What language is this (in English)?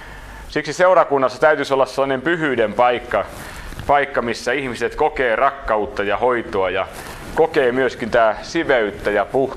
Finnish